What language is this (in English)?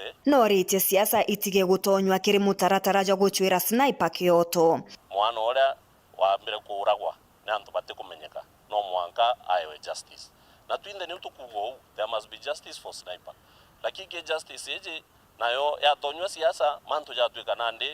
Meru